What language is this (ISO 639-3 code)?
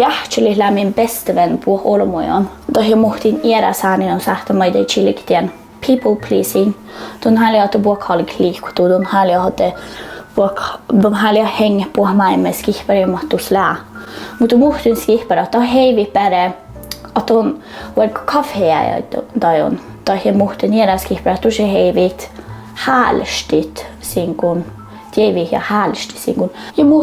sme